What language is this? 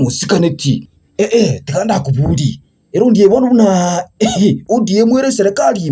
Gusii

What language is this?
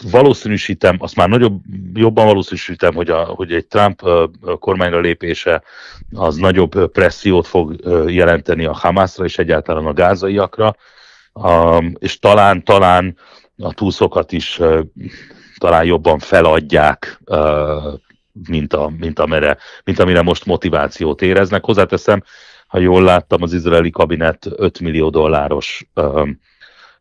Hungarian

